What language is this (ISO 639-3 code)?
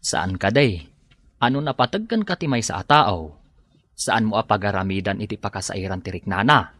ilo